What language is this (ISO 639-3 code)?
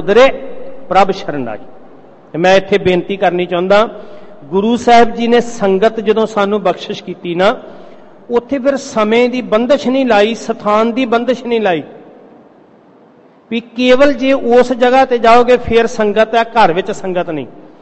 pan